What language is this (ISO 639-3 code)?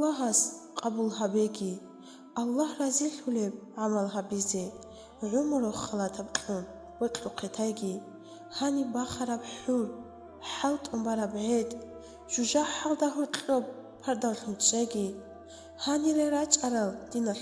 ava